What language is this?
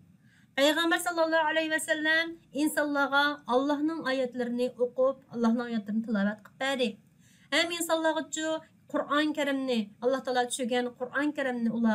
Uyghur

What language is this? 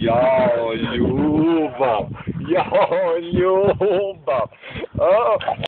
Serbian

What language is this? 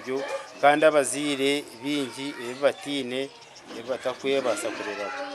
Nyankole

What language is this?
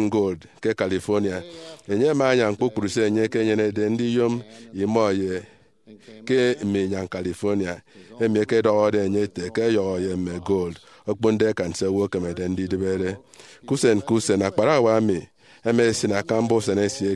Efik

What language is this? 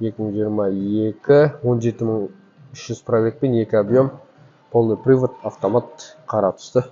Kazakh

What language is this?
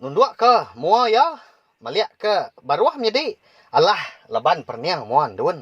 Iban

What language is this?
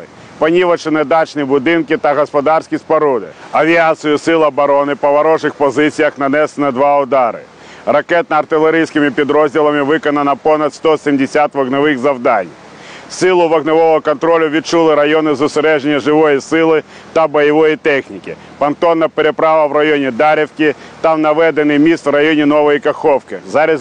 Ukrainian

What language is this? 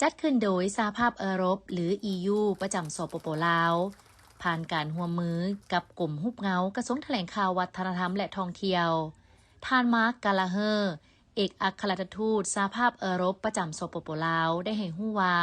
Lao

